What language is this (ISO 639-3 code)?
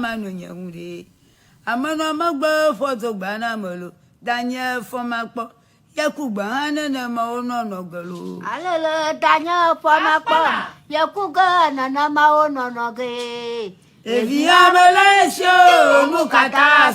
ewe